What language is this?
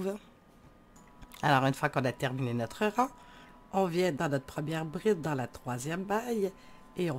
French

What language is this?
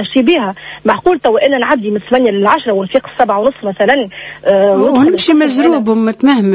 Tunisian Arabic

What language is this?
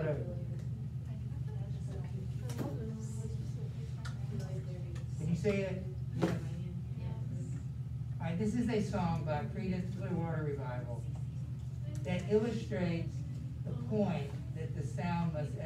English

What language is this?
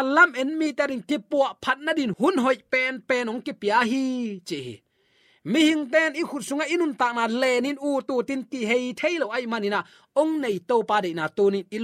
Tedim Chin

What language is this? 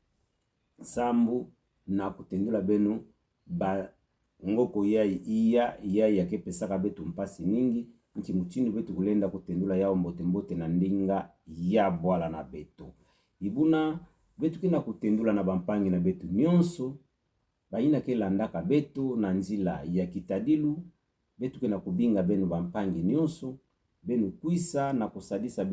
Kituba (Democratic Republic of Congo)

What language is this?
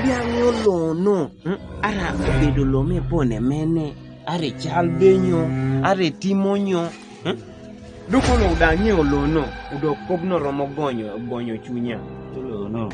Kumam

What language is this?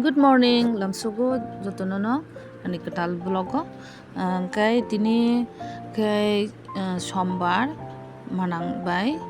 Kok Borok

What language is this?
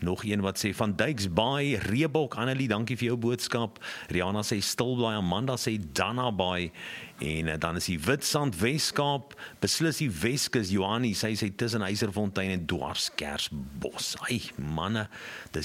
Afrikaans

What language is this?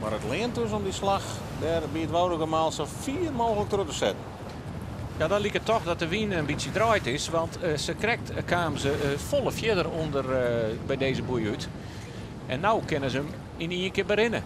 Western Frisian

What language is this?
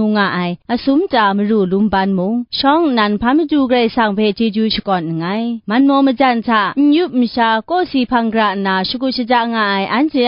Kachin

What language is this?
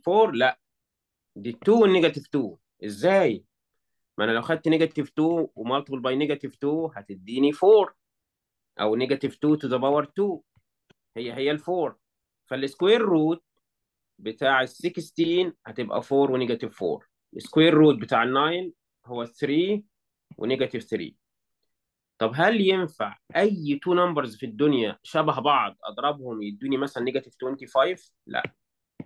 Egyptian Arabic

